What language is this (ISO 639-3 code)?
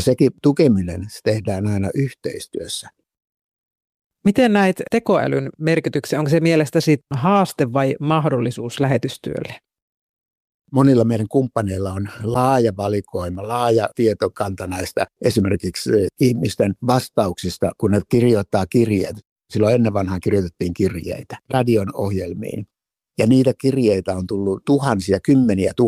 fin